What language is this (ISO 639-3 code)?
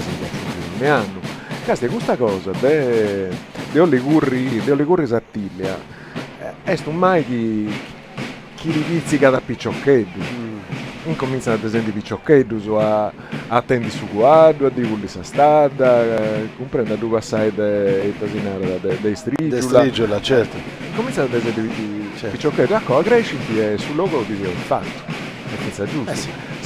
srd